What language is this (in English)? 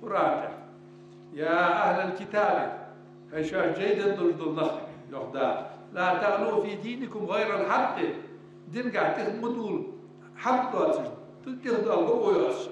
Ingush